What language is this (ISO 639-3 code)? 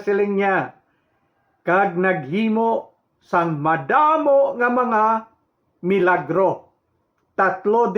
hil